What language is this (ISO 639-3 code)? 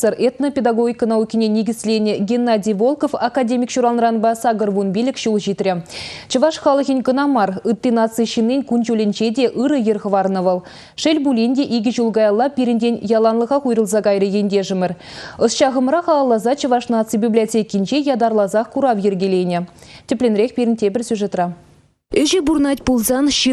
chv